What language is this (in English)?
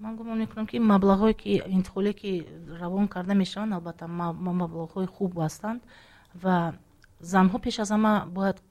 Tajik